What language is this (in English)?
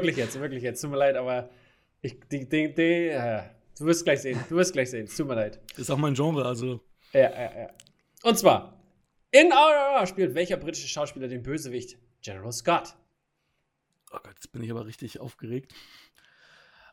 German